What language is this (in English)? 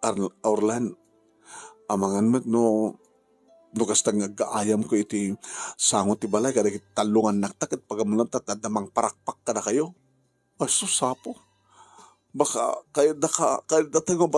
Iloko